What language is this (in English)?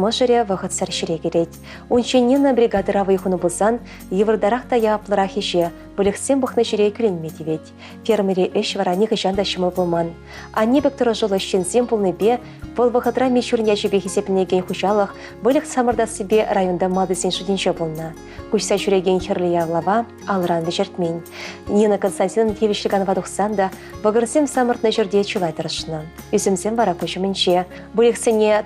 Chuvash